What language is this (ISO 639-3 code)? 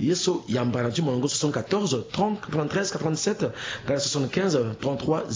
sag